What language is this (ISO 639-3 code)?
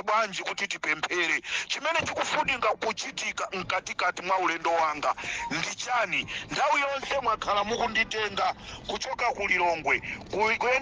nya